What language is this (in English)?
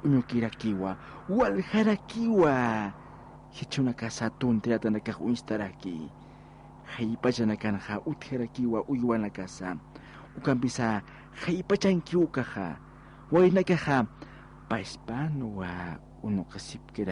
Aymara